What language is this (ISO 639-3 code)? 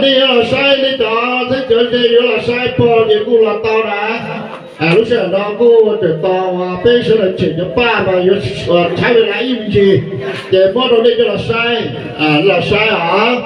hmn